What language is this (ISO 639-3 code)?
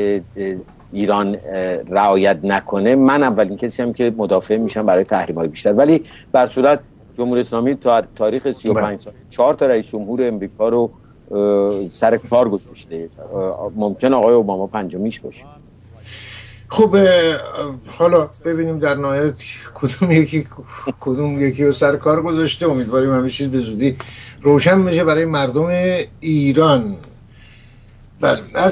fas